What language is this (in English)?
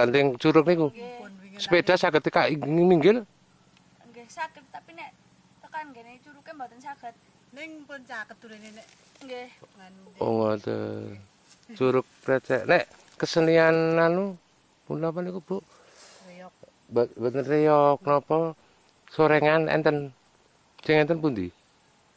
Javanese